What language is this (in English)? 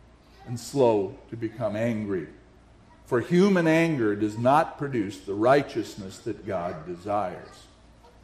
English